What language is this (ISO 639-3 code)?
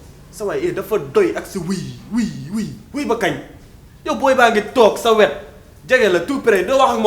wol